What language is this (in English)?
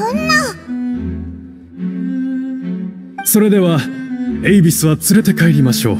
Japanese